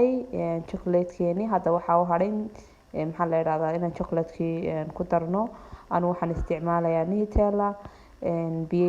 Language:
Somali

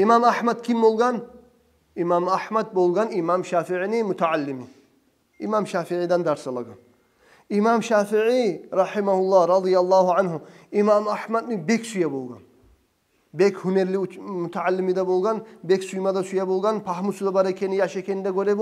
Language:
Kumyk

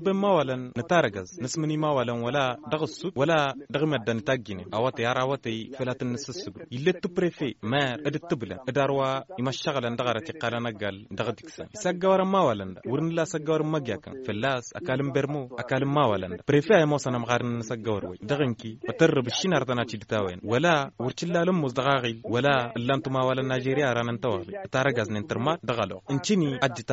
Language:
Hausa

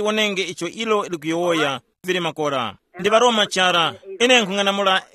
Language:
Tumbuka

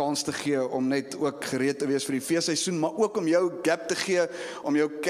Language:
Afrikaans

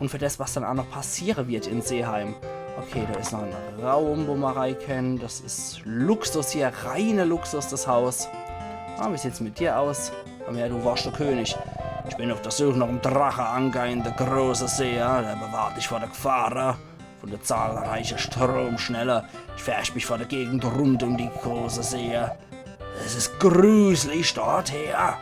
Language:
Palatine German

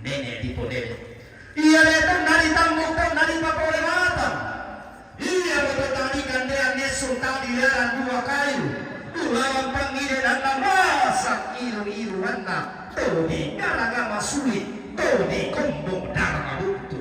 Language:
Toraja-Sa'dan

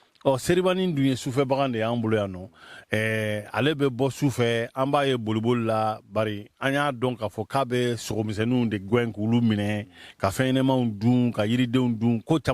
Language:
Bambara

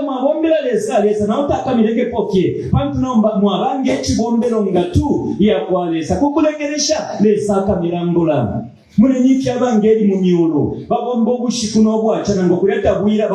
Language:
Bemba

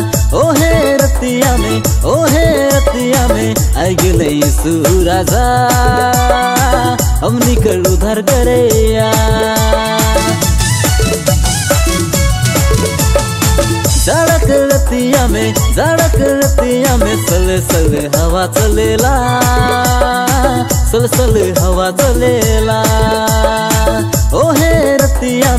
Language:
Sadri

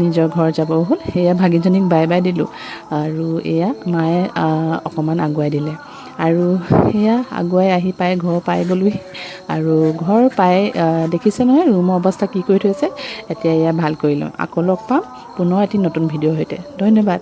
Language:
Assamese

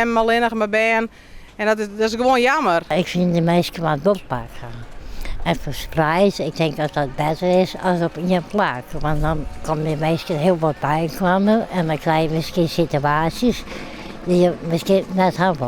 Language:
Western Frisian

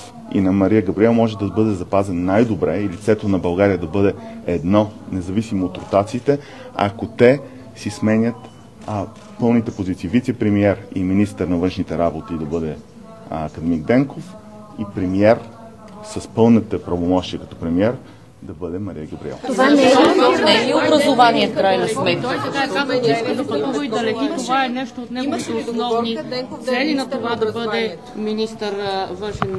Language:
Bulgarian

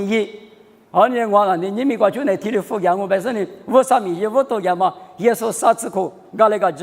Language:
Lisu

